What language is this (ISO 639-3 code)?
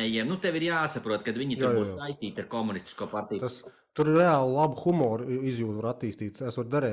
lav